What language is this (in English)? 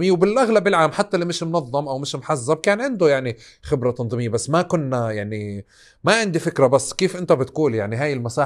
North Levantine Arabic